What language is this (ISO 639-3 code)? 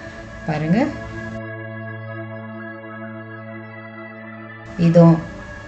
tam